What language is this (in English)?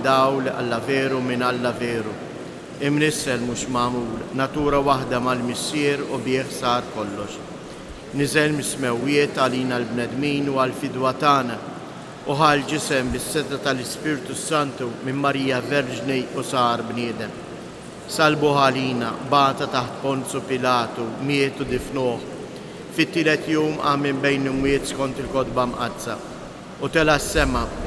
Maltese